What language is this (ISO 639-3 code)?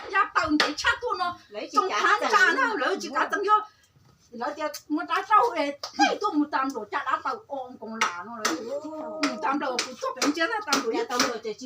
hmn